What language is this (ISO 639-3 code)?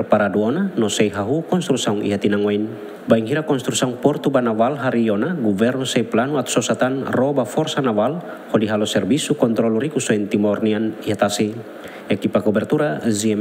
tet